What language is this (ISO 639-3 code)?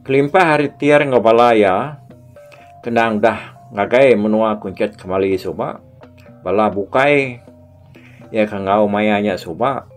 iba